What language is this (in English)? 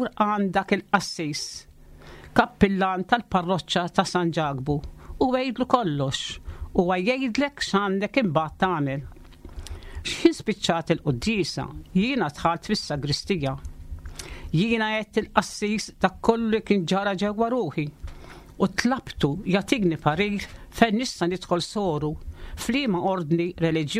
Maltese